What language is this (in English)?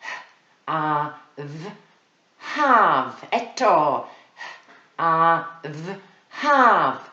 Welsh